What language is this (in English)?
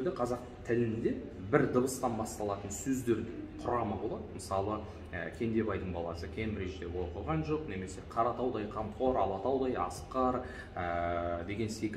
Kazakh